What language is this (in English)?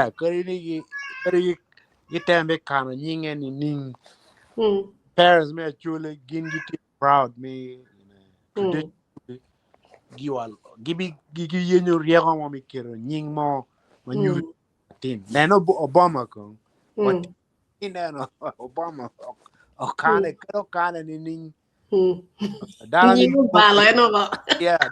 Acoli